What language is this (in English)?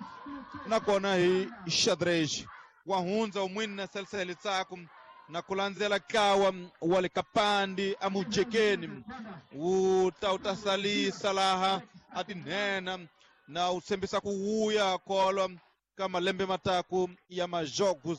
Tsonga